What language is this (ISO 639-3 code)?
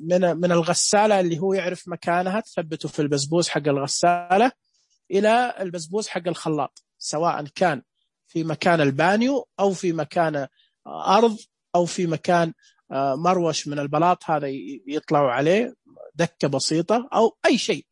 ars